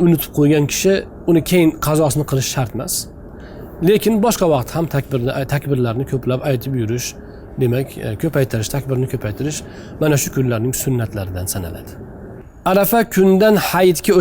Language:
Uzbek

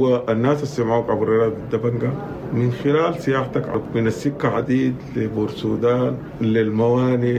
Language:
Sudanese Arabic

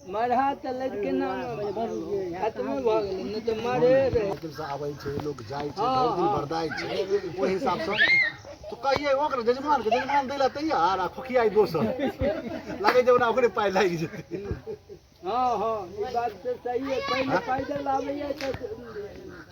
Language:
Maithili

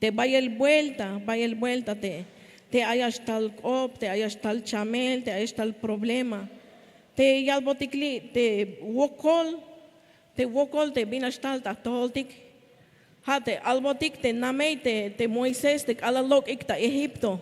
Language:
Tzeltal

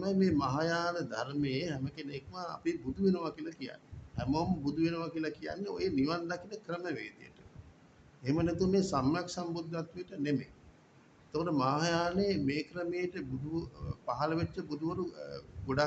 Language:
Sinhala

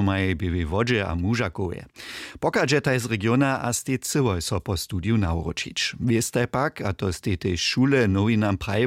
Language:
Upper Sorbian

